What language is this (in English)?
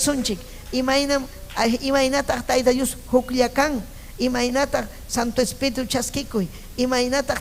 Ayacucho Quechua